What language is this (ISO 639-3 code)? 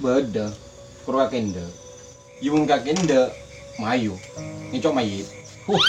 mad